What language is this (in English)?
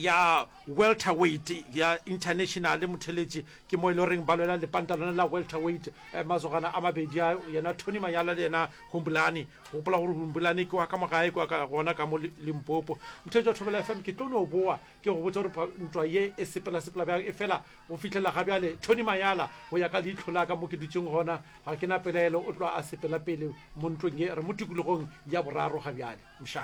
Northern Sotho